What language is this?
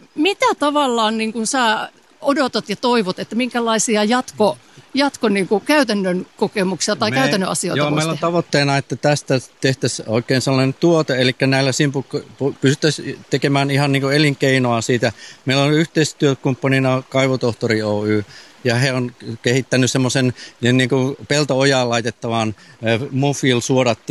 Finnish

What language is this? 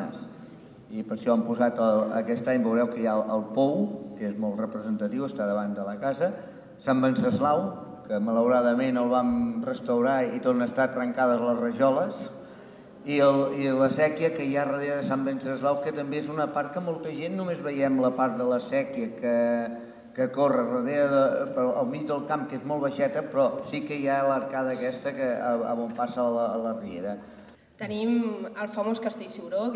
Catalan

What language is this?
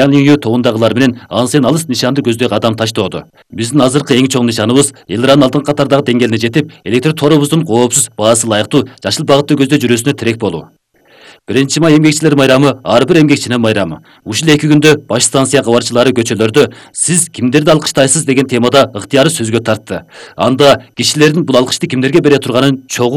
Kyrgyz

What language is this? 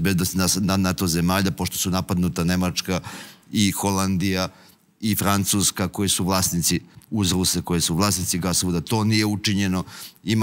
Serbian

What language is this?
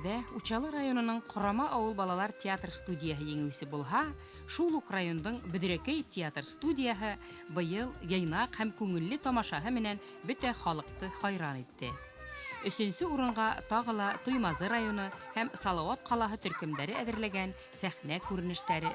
Bashkir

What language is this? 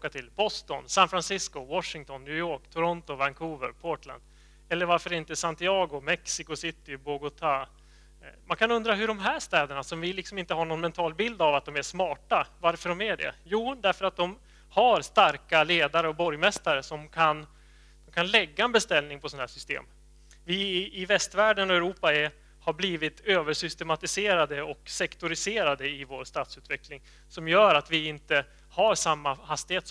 Swedish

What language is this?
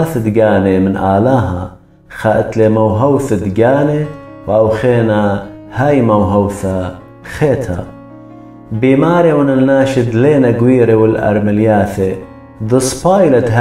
Assyrian Neo-Aramaic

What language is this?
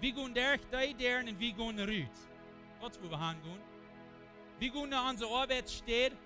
Plautdietsch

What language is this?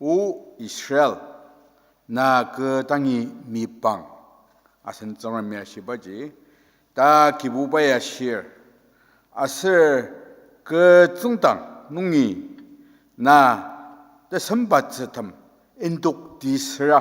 Ao Naga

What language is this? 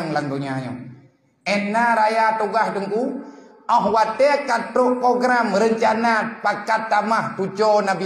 Achinese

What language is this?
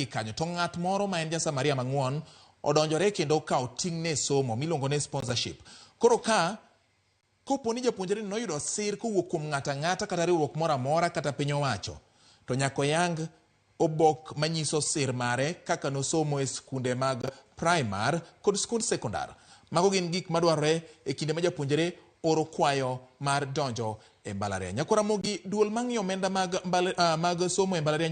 Luo (Kenya and Tanzania)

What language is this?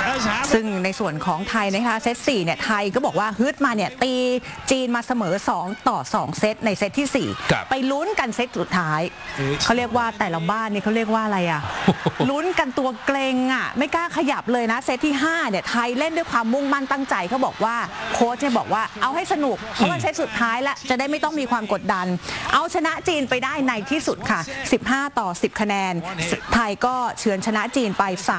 Thai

